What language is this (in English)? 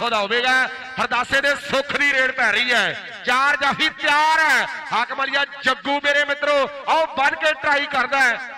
Punjabi